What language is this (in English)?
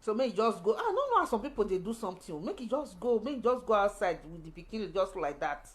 Nigerian Pidgin